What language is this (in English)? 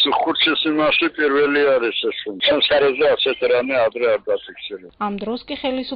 Georgian